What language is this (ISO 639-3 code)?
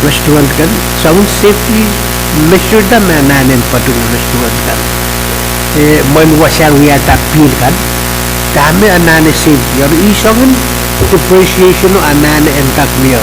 pon